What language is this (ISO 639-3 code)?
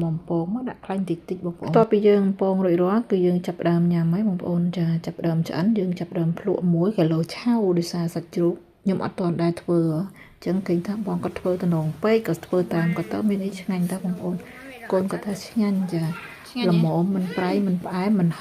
khm